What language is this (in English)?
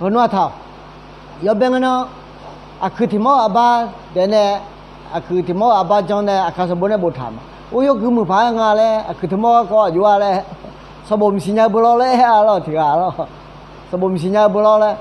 Akha